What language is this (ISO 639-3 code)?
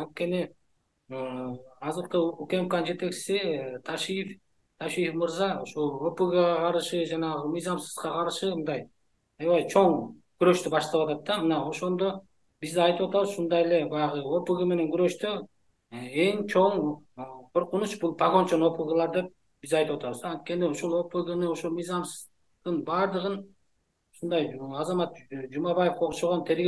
kir